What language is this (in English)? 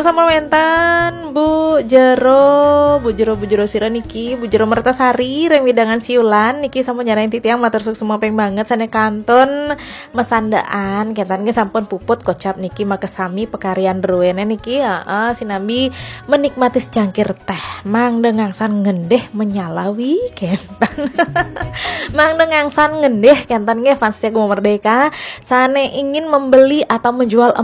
Balinese